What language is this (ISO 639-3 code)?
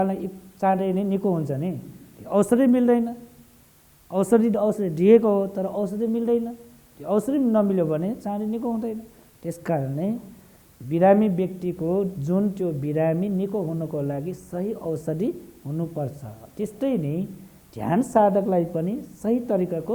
nep